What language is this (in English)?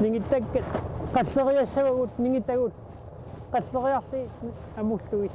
Kalaallisut